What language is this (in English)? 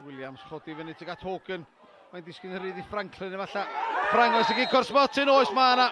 Welsh